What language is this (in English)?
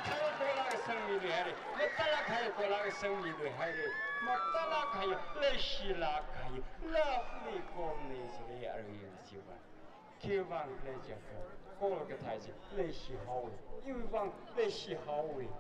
Tangkhul Naga (India)